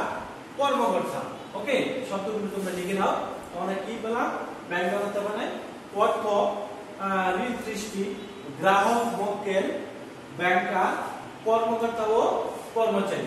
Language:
Bangla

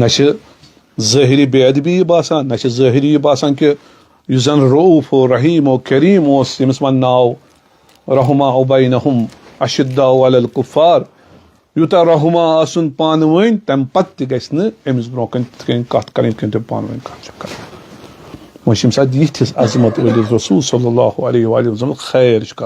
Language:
Kashmiri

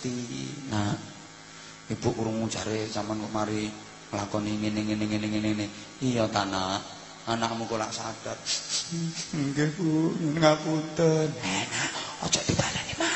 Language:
Javanese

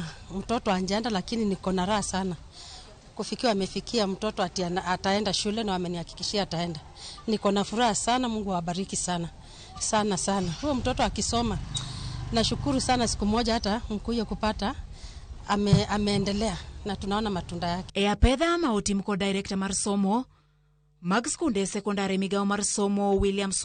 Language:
Luo (Kenya and Tanzania)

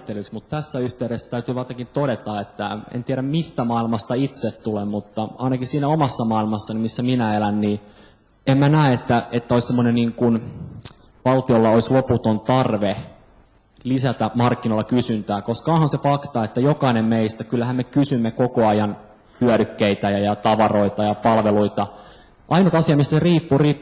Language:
Finnish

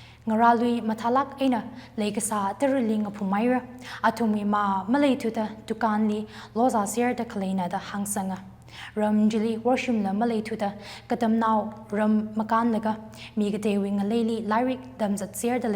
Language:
Tangkhul Naga (India)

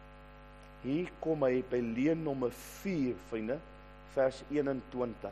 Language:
Afrikaans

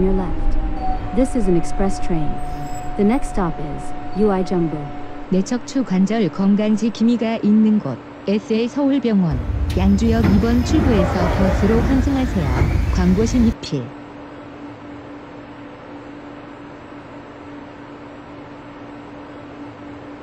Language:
Korean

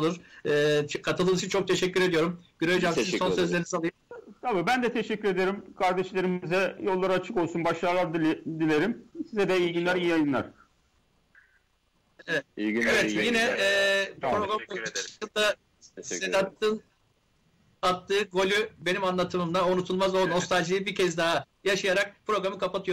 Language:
Turkish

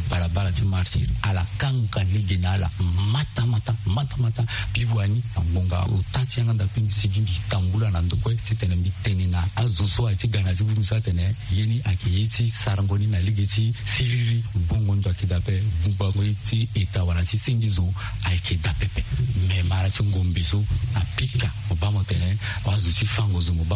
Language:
Sango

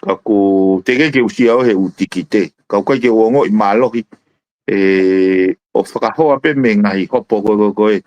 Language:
Tongan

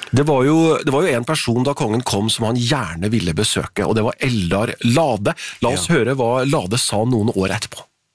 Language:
Norwegian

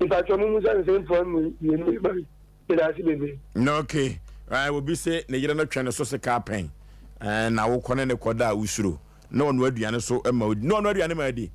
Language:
Akan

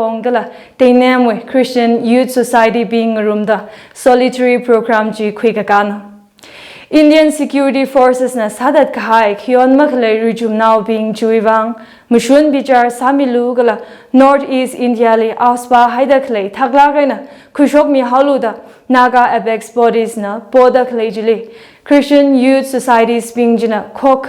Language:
Tangkhul Naga (India)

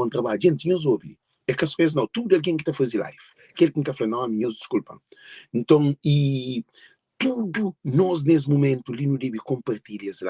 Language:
Kabuverdianu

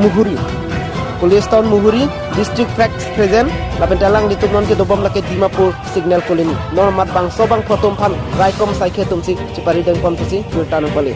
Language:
Karbi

